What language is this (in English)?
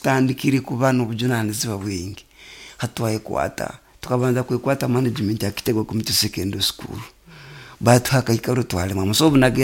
Nyoro